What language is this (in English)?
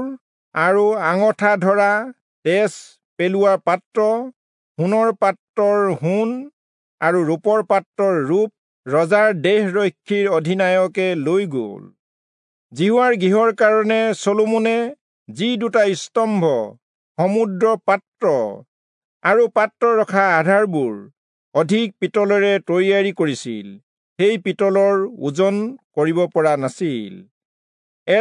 Assamese